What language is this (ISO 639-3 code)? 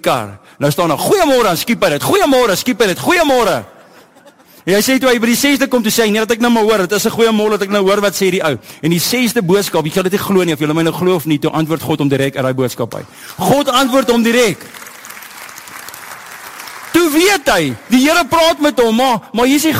afr